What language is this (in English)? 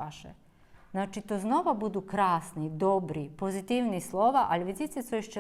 Rusyn